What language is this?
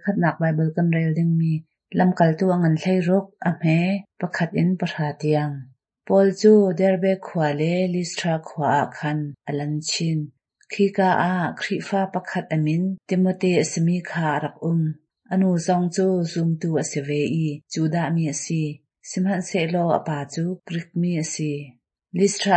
Hakha Chin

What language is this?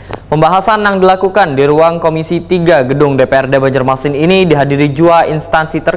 Banjar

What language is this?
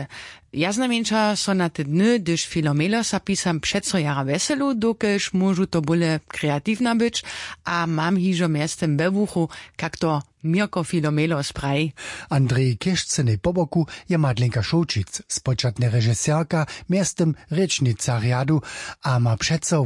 Upper Sorbian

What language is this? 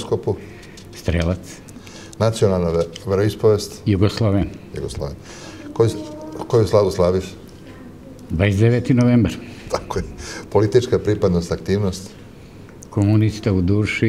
Serbian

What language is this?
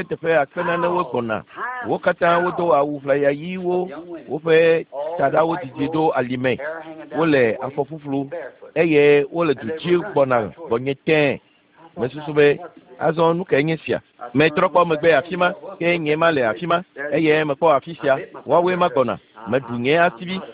Ewe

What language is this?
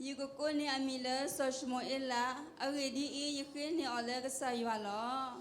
S'gaw Karen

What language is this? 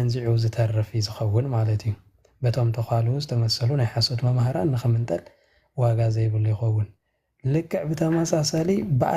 Tigrinya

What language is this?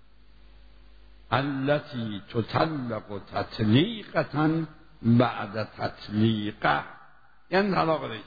Persian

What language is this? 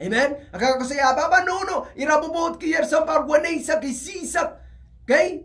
Pohnpeian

